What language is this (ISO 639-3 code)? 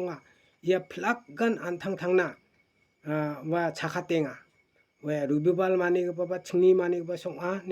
grt